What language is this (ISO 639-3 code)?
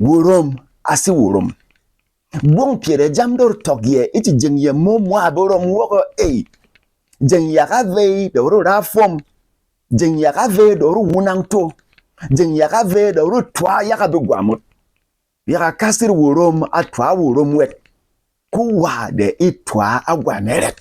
bom